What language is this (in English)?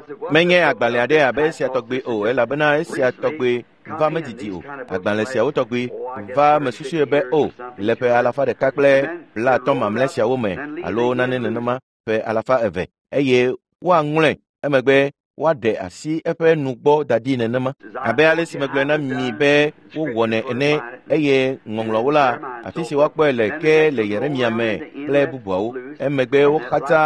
Ewe